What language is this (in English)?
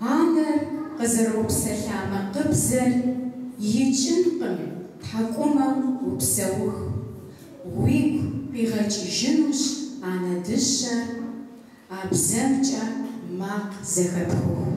Kabardian